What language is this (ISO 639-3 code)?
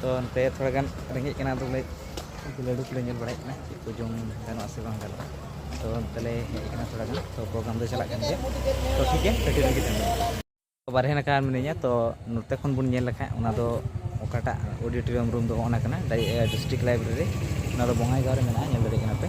sat